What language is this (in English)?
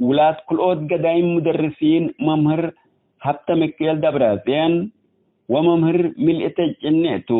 Tigre